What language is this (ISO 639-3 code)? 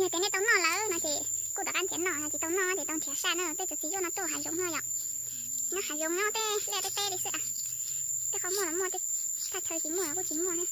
hmn